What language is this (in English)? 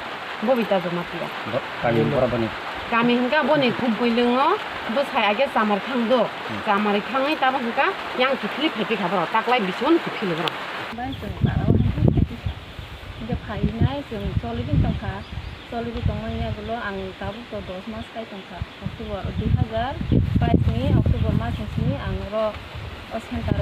Kok Borok